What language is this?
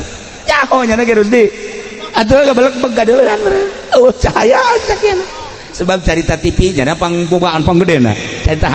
Sundanese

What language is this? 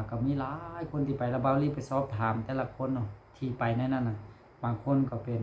Lao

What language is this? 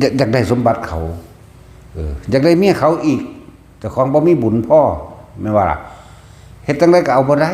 Northeastern Thai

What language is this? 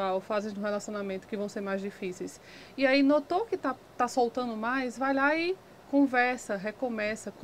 Portuguese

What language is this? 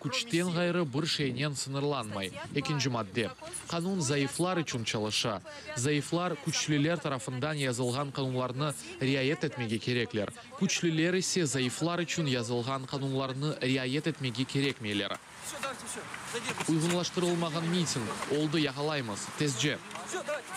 Crimean Tatar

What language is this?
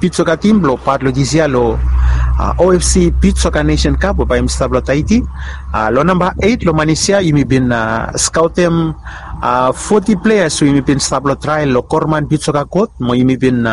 Bislama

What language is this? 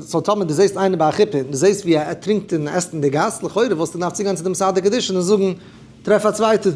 Yiddish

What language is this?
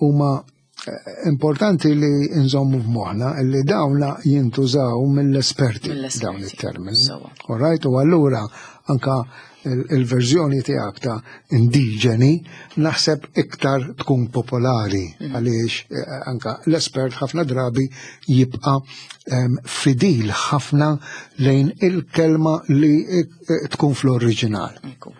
Maltese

